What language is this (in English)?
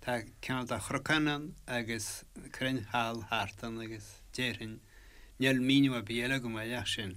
Irish